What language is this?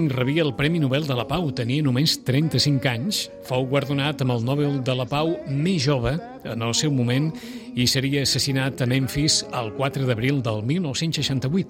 Catalan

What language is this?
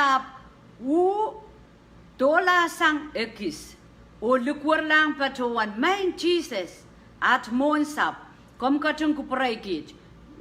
Pohnpeian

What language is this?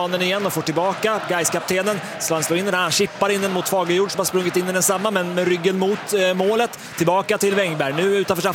Swedish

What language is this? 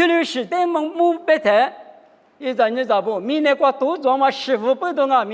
Lisu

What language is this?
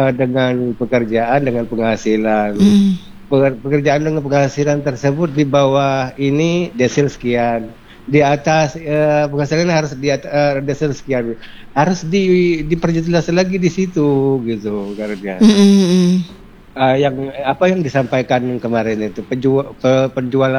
Indonesian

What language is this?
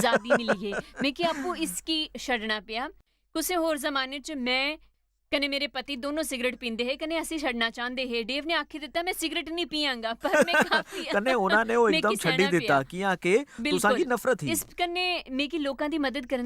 Dogri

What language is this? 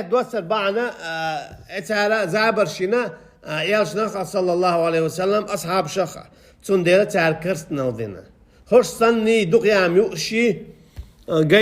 Chechen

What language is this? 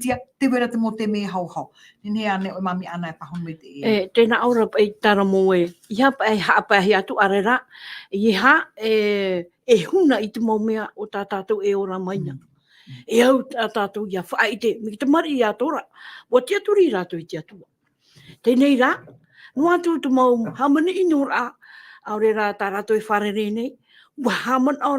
Tahitian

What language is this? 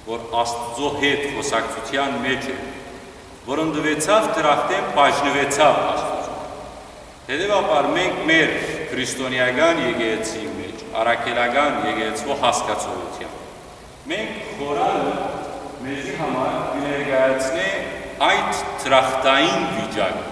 Western Armenian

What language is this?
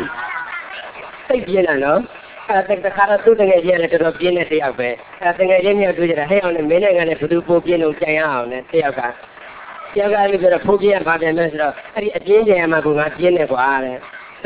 Burmese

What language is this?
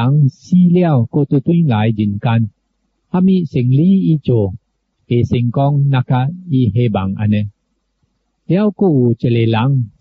Min Nan Chinese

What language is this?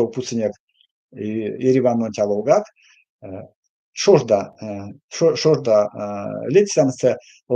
Erzya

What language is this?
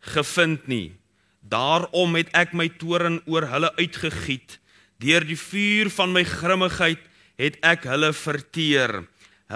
Afrikaans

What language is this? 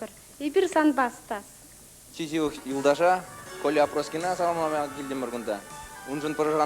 Chuvash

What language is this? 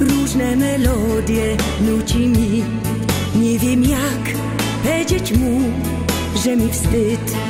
Silesian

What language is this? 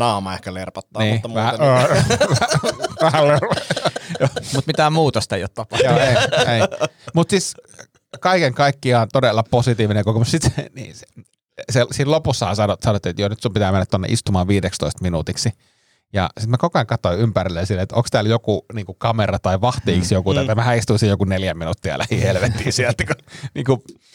Finnish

